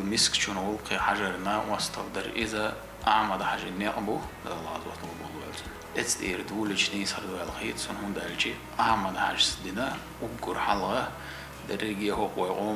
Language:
Chechen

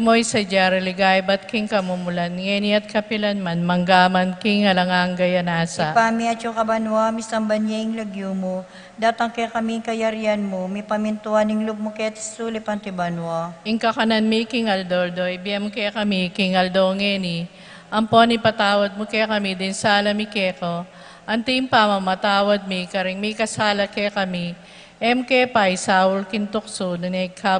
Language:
Pampanga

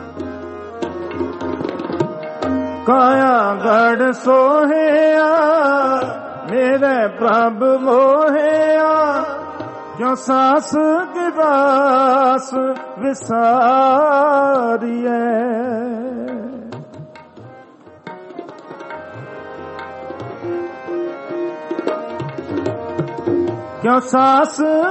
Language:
Punjabi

